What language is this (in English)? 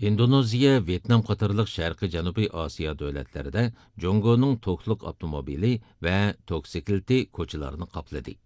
Uyghur